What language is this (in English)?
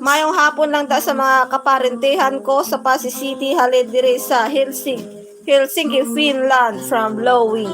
Hiligaynon